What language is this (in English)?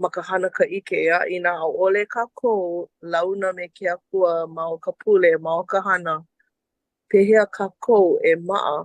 Hawaiian